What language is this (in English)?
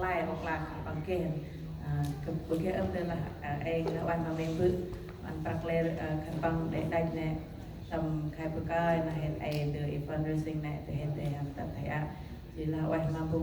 Central Mnong